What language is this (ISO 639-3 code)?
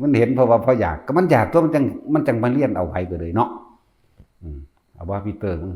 tts